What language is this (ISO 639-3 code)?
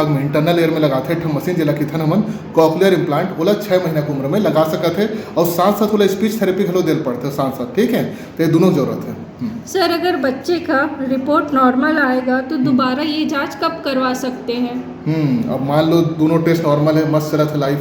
hne